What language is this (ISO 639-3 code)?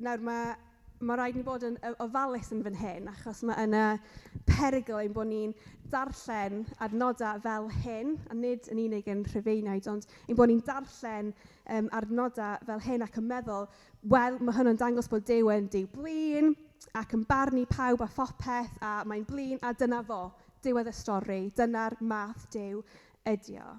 cym